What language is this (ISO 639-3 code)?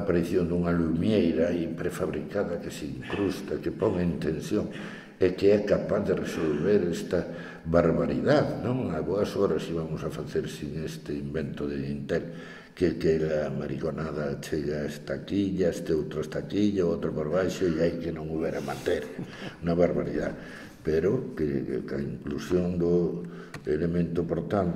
glg